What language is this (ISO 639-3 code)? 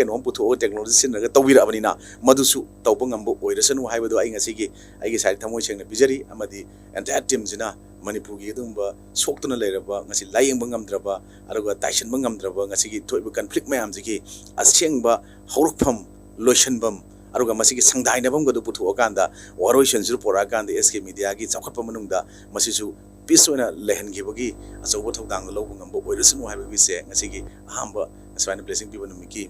mni